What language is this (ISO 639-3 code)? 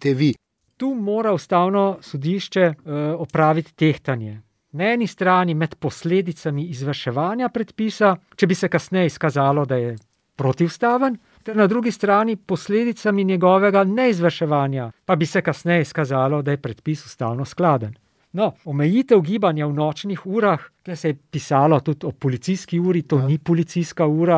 slv